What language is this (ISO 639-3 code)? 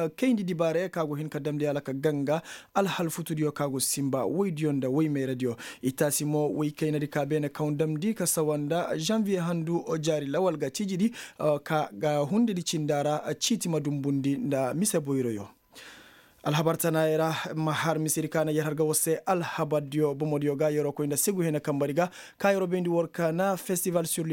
ses